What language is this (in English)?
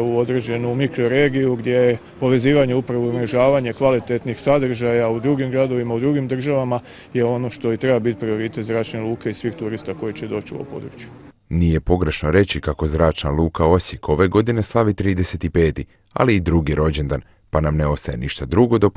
Croatian